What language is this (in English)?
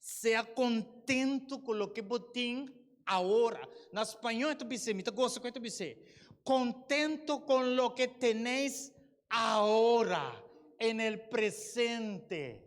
Papiamento